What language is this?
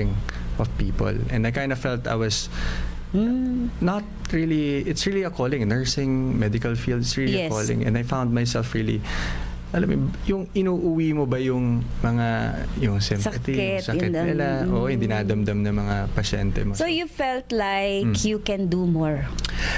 Filipino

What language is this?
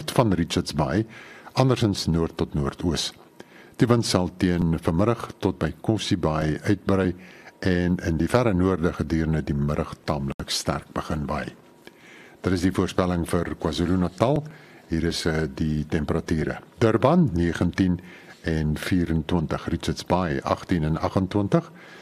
Afrikaans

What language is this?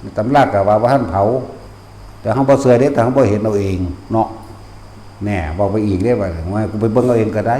Northeastern Thai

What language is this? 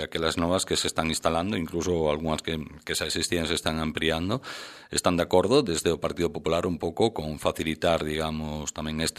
Galician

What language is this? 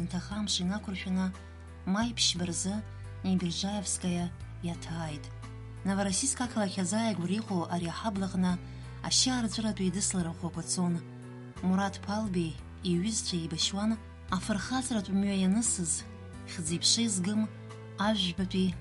Abkhazian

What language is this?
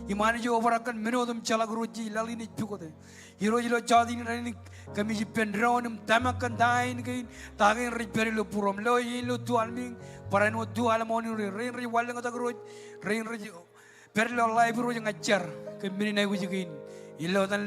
Marshallese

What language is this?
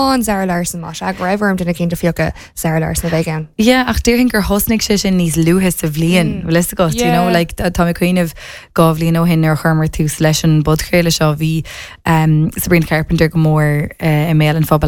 Irish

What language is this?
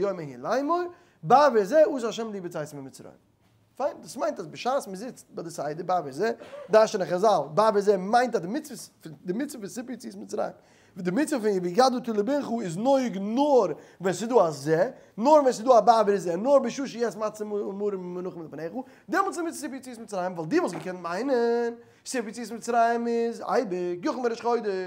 Yiddish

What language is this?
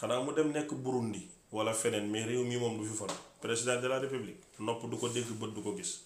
Wolof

